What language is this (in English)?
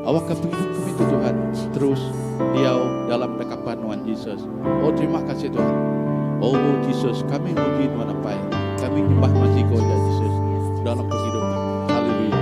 Iban